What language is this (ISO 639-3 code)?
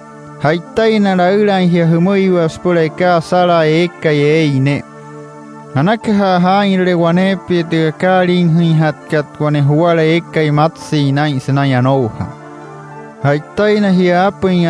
guc